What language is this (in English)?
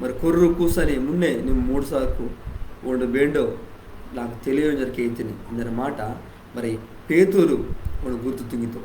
Koya